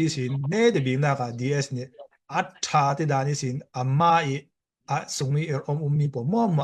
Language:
Falam Chin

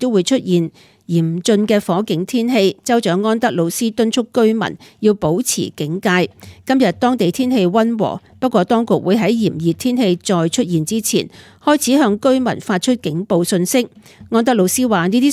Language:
Cantonese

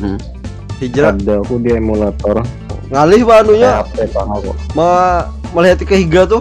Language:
Banjar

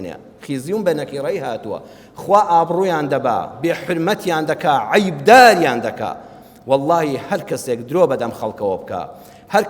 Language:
Central Kurdish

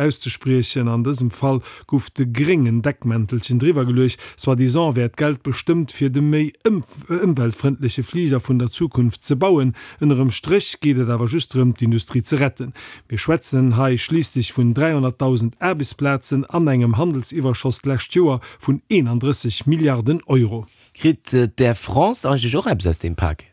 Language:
Luxembourgish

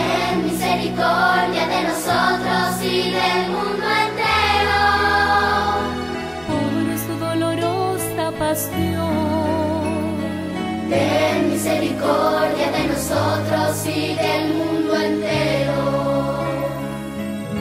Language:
Spanish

